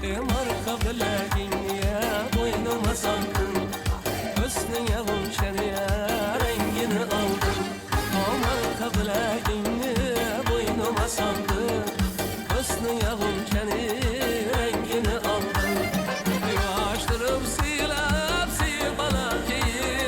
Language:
Kara-Kalpak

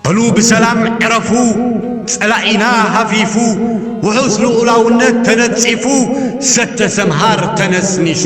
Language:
Tigrinya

